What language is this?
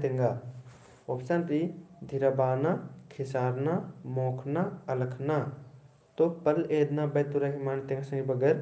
Kurukh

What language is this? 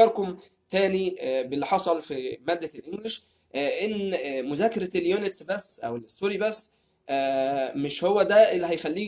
Egyptian Arabic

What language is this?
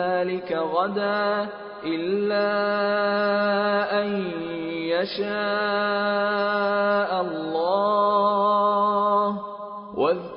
Bosnian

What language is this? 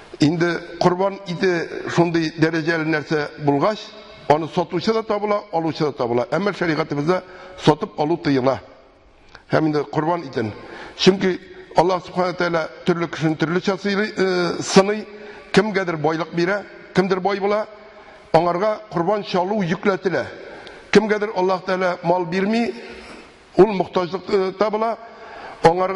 Tatar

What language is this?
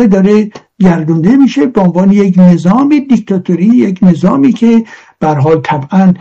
Persian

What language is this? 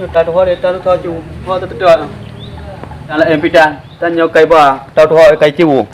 Achinese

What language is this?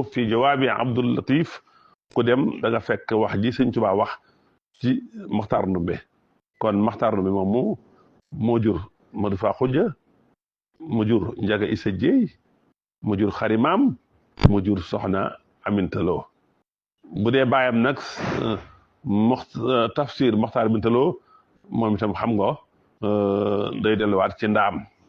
Wolof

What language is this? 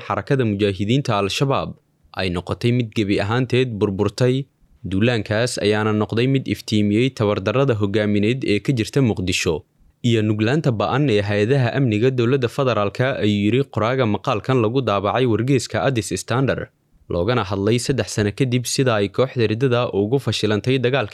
Somali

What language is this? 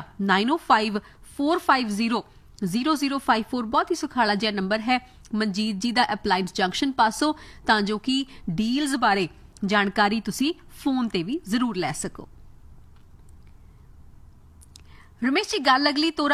Punjabi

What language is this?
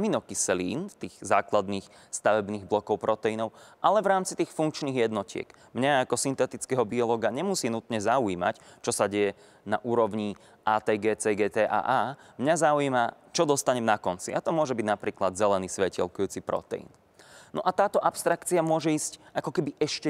Slovak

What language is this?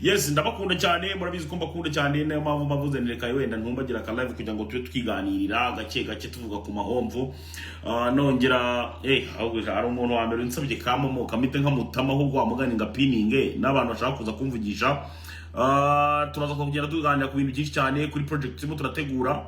Kinyarwanda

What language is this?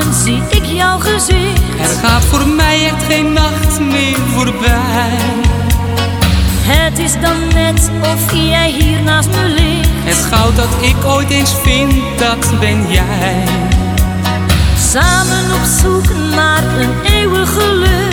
Dutch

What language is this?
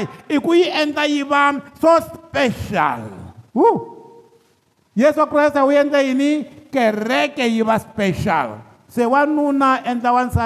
Tsonga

